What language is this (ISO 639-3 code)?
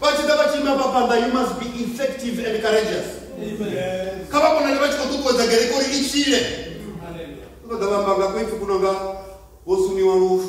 ven